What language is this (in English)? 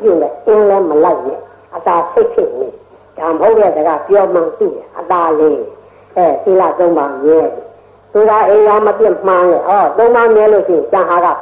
Burmese